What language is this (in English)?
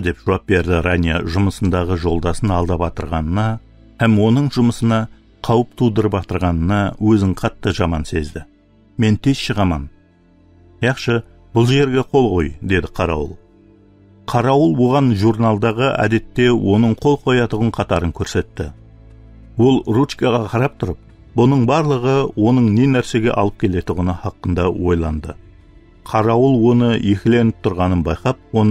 Kara-Kalpak